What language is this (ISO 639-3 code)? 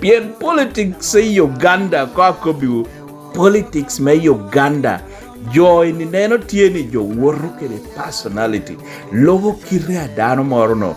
laj